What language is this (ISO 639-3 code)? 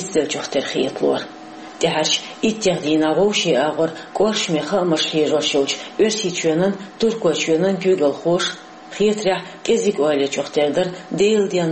che